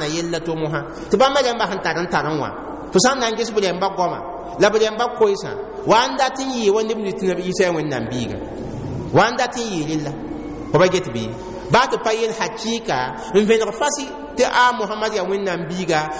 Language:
Mossi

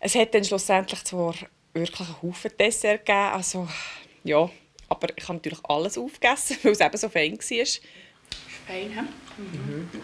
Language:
Swiss German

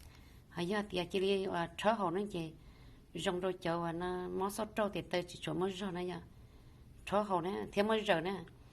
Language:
Hmong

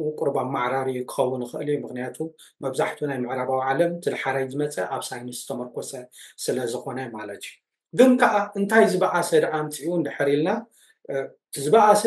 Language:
Tigrinya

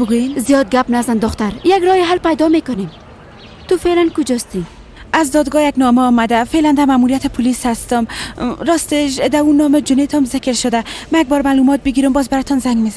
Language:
Persian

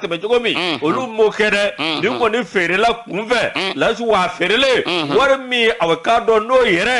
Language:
Bambara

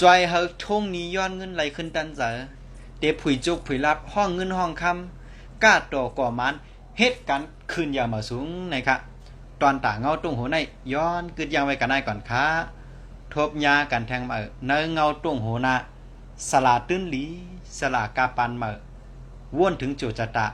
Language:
Shan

